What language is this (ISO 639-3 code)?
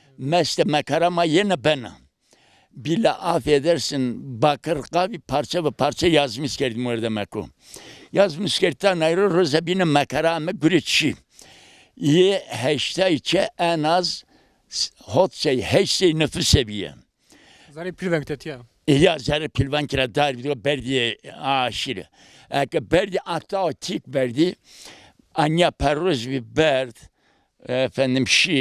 zza